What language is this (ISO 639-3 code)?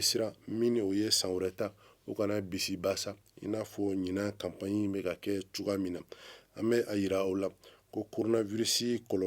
bam